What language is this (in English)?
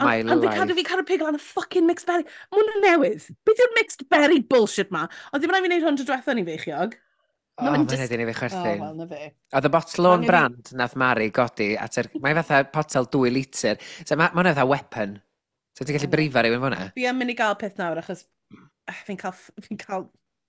Welsh